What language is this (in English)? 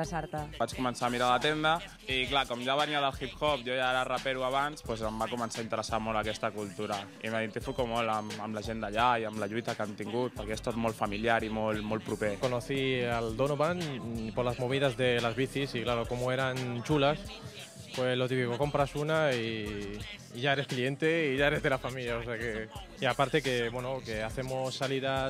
Catalan